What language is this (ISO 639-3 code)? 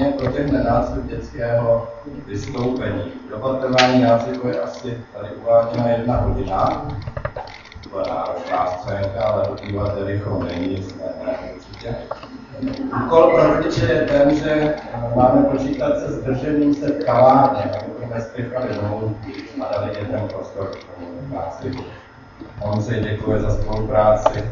ces